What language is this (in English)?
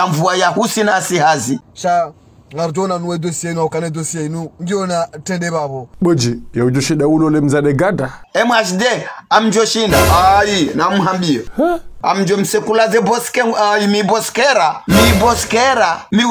Ngazidja Comorian